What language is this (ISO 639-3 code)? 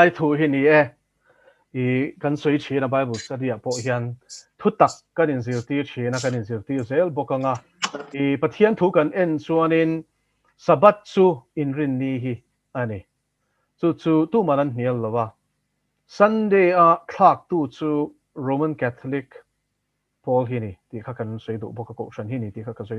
lus